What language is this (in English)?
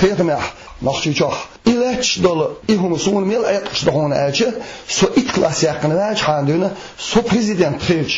Chechen